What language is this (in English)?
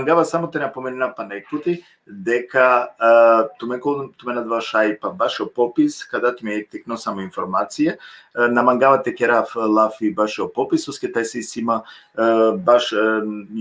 Balkan Romani